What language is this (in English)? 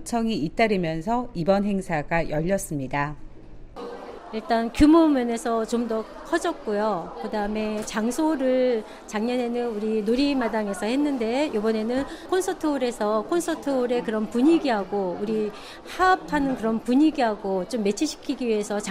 Korean